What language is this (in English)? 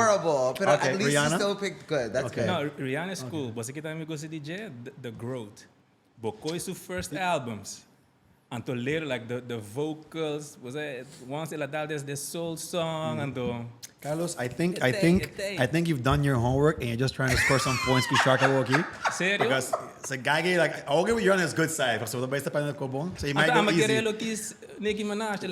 Papiamento